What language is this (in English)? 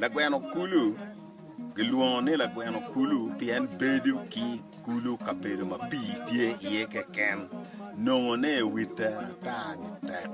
Acoli